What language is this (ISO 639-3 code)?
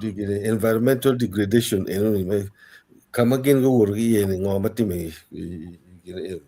ach